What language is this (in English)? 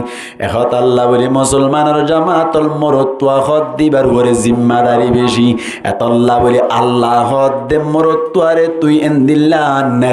Rohingya